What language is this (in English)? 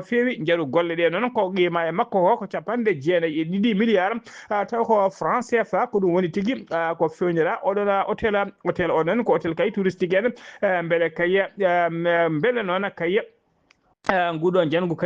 Fula